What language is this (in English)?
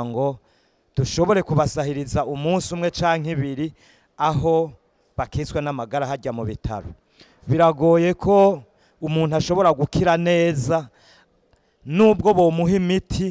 Rundi